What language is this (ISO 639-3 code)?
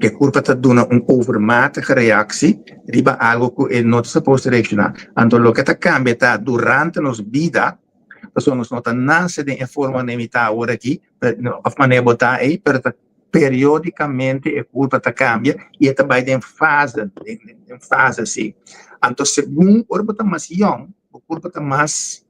pap